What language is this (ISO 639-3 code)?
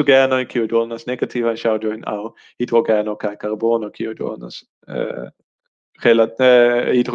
epo